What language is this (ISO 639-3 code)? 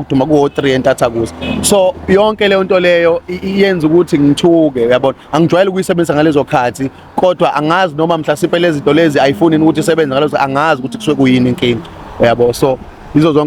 zul